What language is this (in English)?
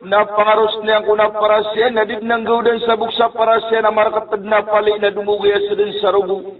Maranao